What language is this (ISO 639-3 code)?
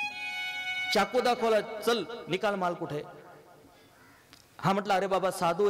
mar